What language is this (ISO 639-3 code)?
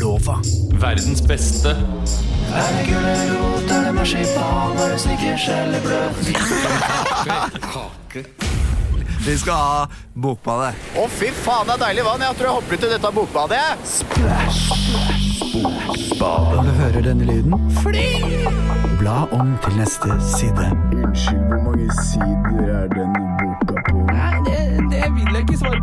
nor